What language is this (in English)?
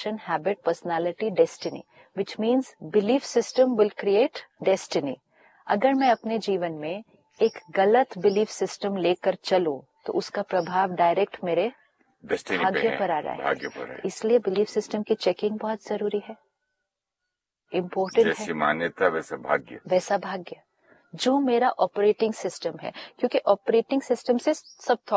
Hindi